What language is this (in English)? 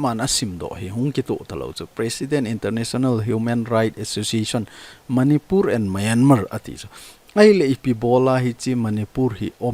Thado Chin